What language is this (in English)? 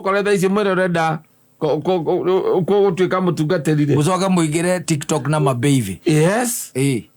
Kikuyu